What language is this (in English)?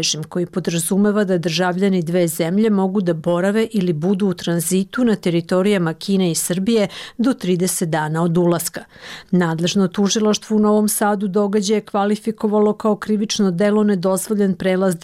Serbian